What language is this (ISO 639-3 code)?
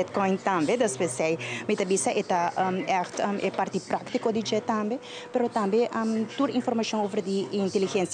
pap